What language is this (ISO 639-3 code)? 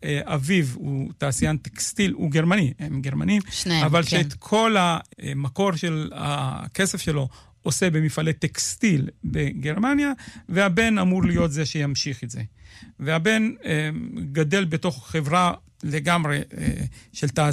heb